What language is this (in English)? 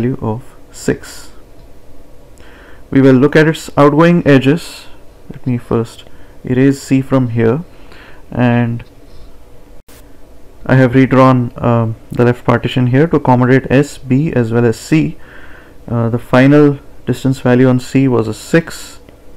English